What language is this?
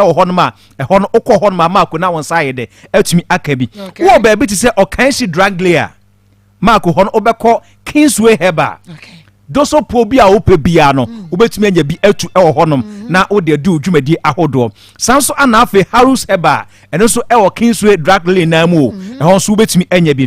Akan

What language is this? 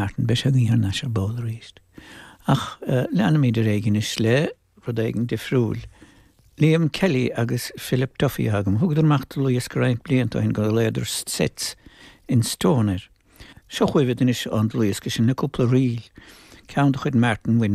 Irish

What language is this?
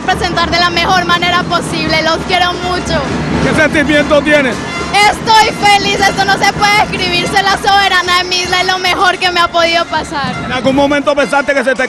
Spanish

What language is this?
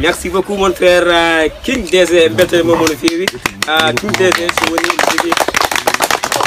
Pular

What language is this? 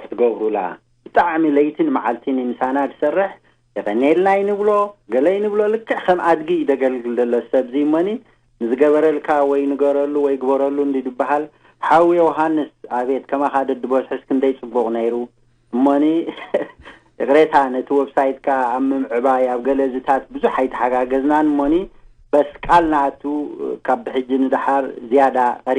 Tigrinya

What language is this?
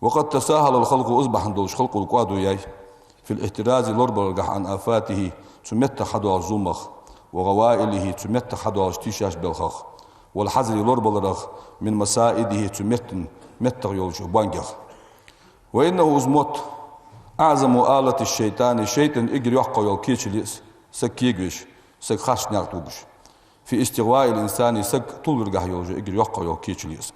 Ingush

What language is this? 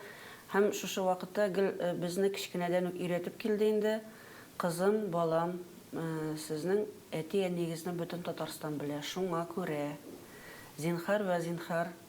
Tatar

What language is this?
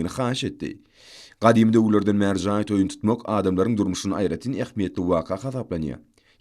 Turkmen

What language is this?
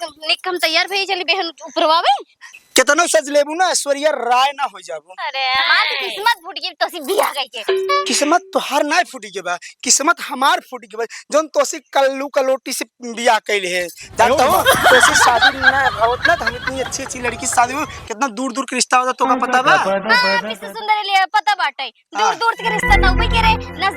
Awadhi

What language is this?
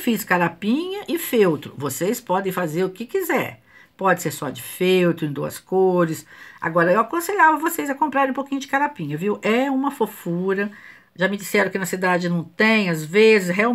Portuguese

